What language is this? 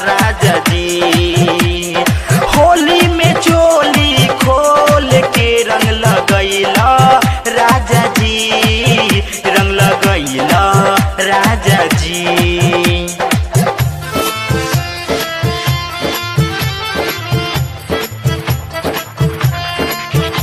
Bhojpuri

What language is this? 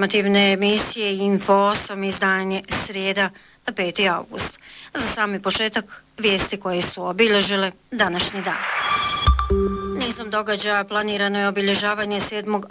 Bosnian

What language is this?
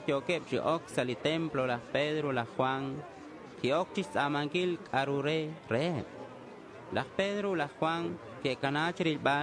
Kekchí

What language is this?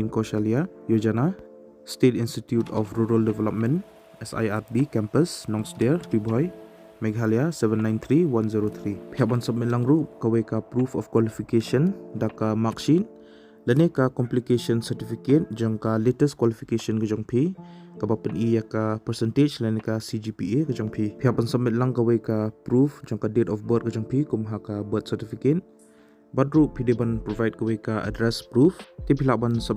Khasi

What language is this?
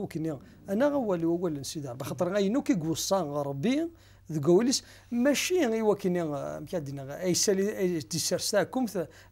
Kabyle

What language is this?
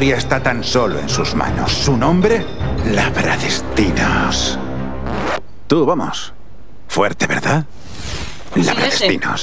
Spanish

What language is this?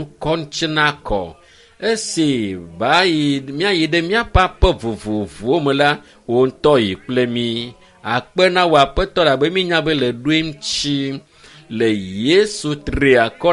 Ewe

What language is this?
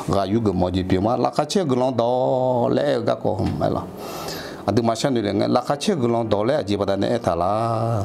Akha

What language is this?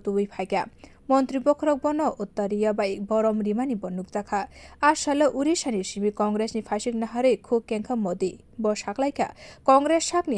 Kok Borok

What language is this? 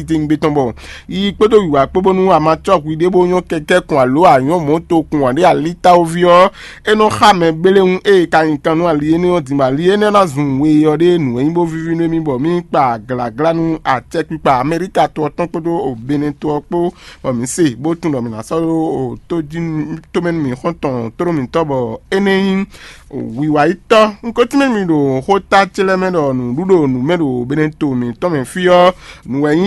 Fon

